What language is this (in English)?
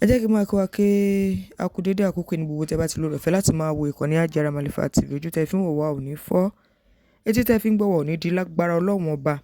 Yoruba